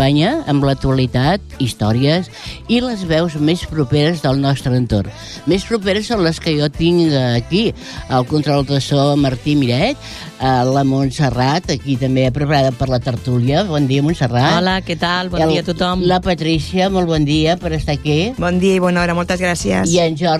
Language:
Catalan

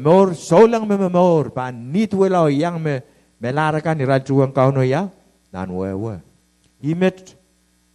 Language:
Pohnpeian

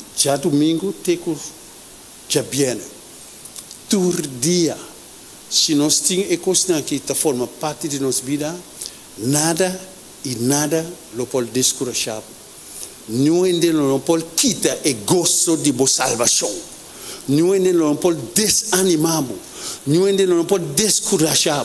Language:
Papiamento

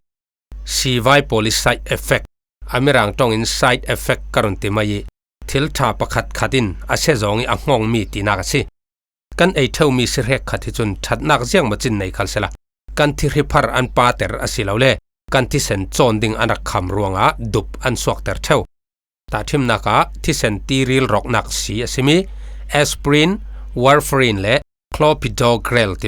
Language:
Falam Chin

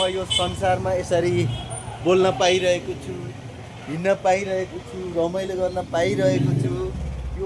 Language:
Nepali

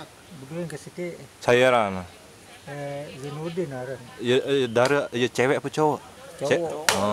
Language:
Sasak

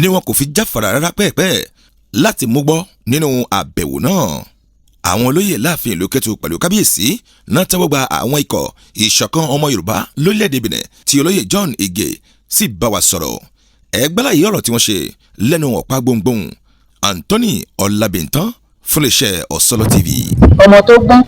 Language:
Yoruba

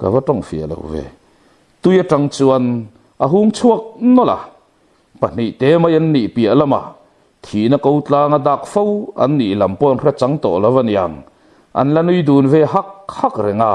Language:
Mizo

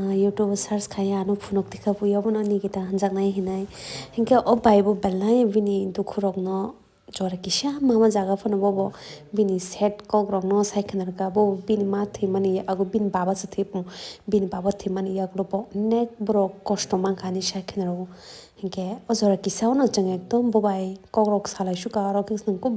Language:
Kok Borok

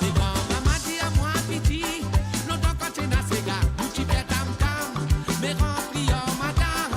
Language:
Morisyen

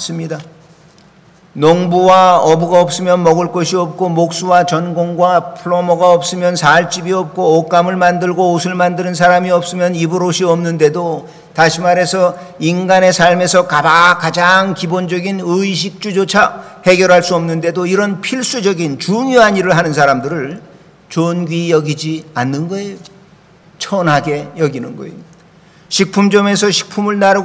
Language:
Korean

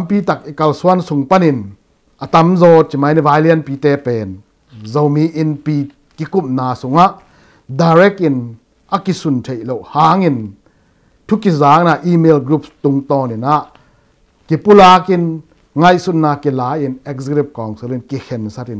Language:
Tedim Chin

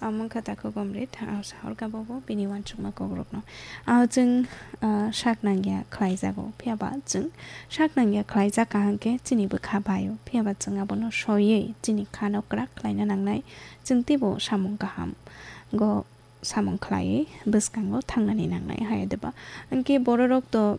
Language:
Kok Borok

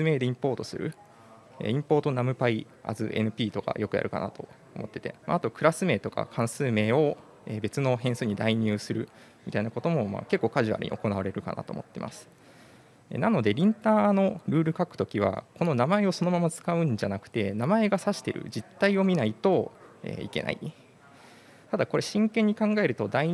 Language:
Japanese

